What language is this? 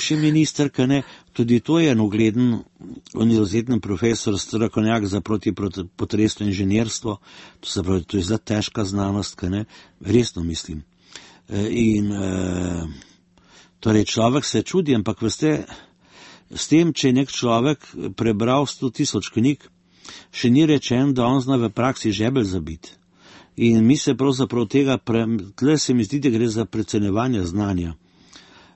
Slovenian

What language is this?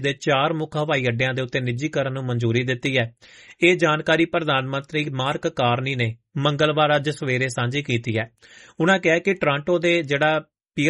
Punjabi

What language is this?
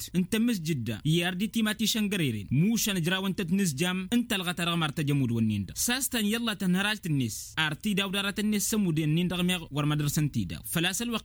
Tamasheq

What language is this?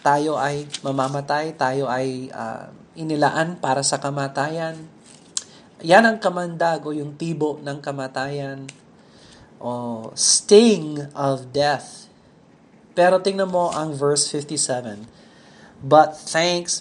Filipino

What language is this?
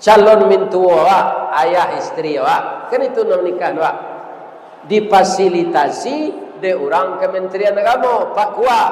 Minangkabau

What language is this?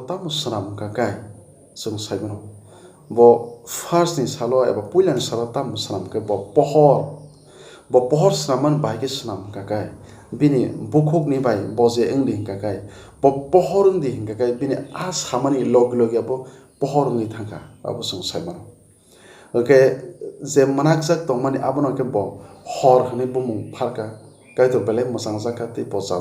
Kok Borok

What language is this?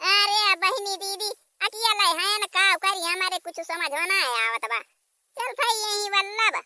Awadhi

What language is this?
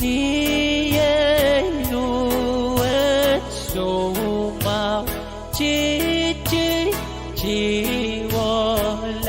Pohnpeian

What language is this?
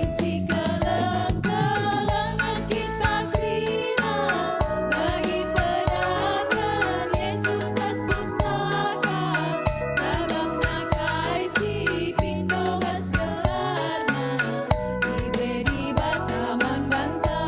Batak Karo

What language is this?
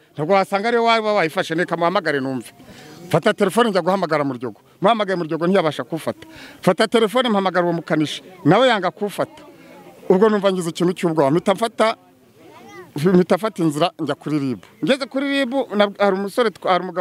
Kinyarwanda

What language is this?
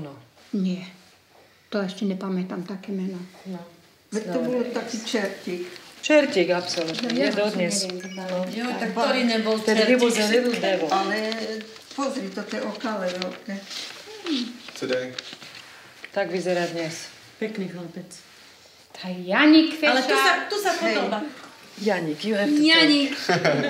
Slovak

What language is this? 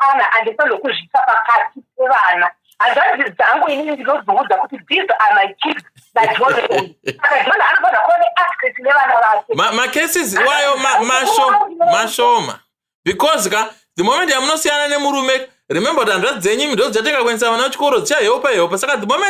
Shona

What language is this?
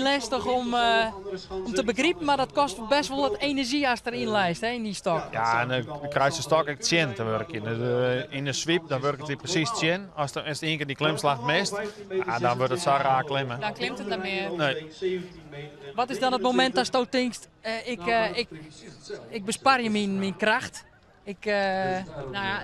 Western Frisian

